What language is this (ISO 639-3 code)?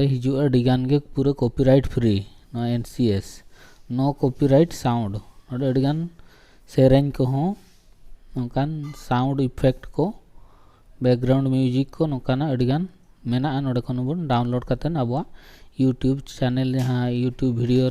sat